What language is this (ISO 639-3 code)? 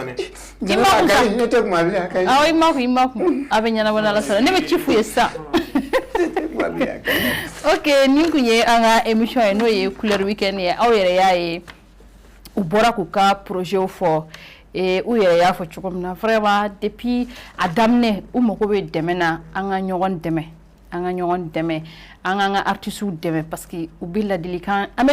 bam